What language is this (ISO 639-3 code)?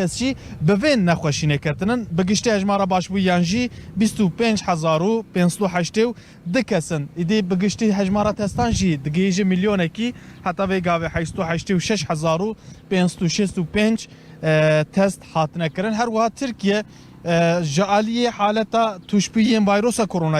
kur